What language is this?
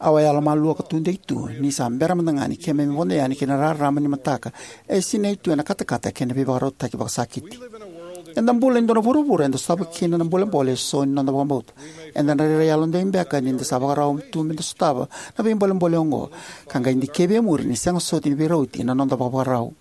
Fijian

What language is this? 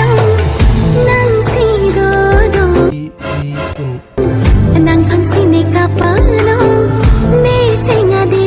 Karbi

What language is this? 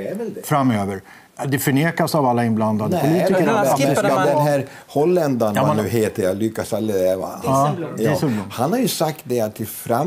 Swedish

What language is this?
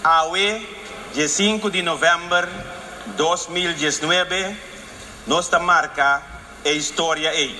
Papiamento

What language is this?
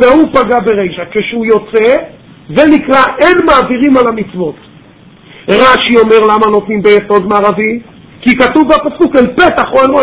Hebrew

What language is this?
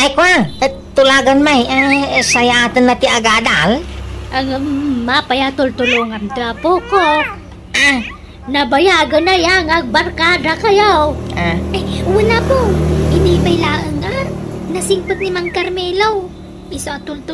Iloko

